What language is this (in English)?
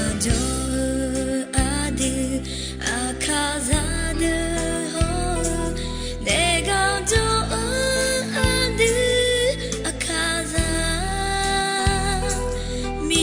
Akha